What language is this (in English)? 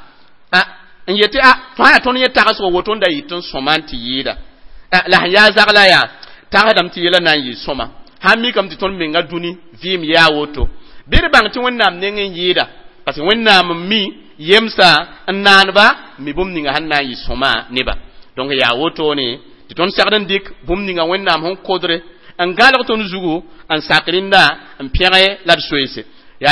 Mossi